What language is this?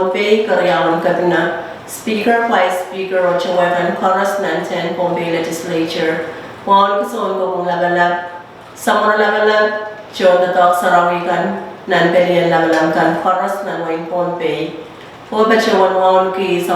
Pohnpeian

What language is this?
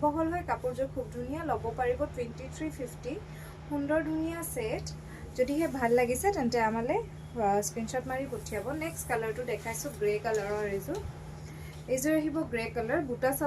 Assamese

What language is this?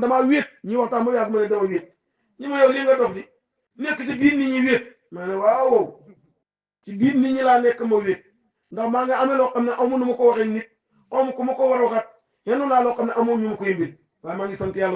Wolof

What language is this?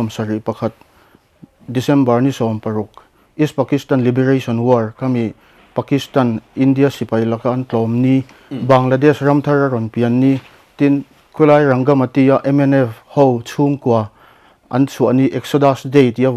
Mizo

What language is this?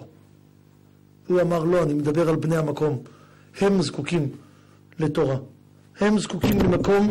Hebrew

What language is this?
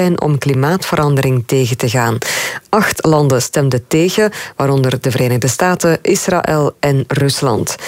Dutch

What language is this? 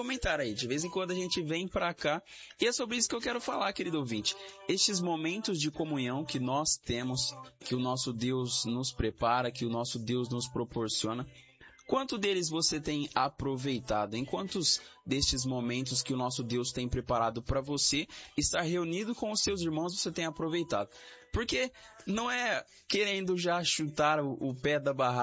Portuguese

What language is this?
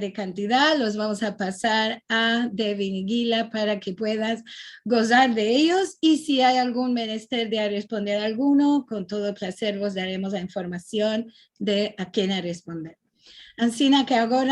Ladino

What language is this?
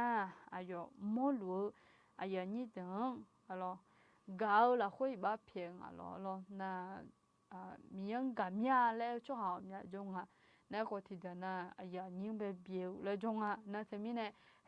Akha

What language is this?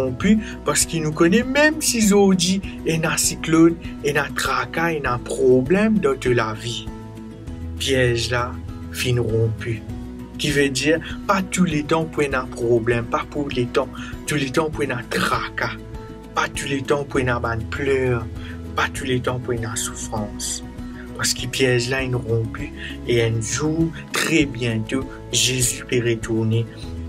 Morisyen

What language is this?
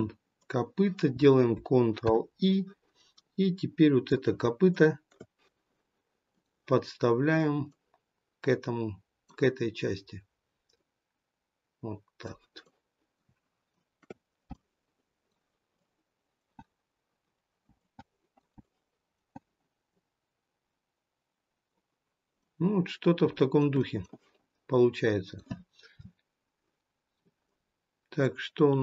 Russian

